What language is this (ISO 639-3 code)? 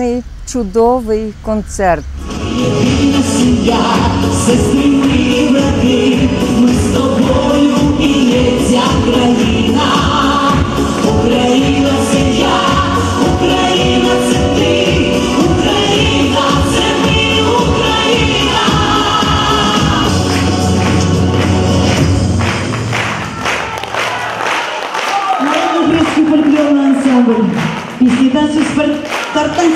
ukr